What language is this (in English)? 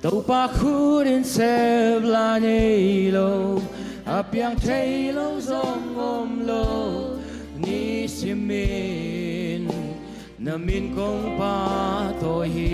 Tedim Chin